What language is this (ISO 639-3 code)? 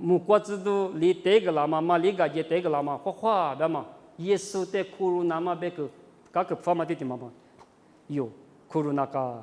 lis